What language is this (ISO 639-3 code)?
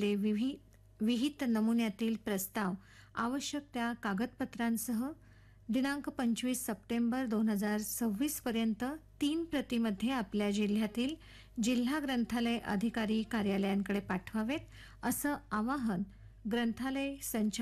mar